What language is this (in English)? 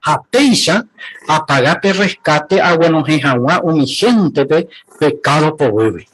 Guarani